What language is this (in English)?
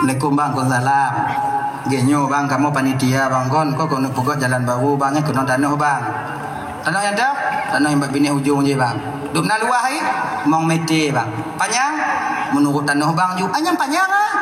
Achinese